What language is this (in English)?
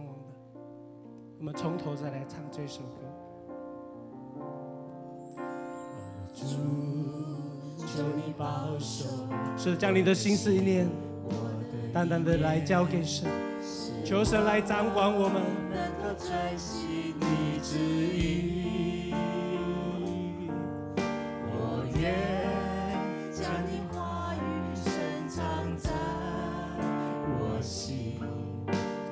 Chinese